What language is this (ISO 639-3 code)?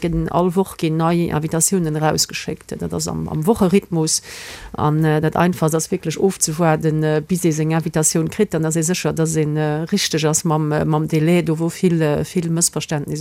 ltz